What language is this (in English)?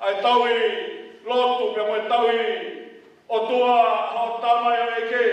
Tongan